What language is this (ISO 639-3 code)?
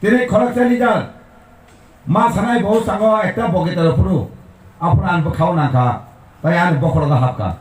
trp